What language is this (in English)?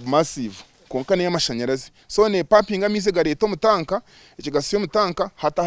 Nyankole